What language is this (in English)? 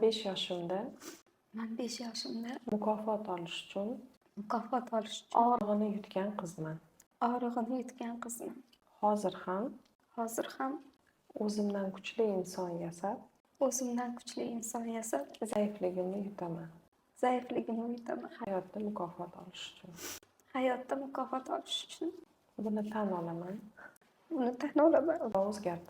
Uzbek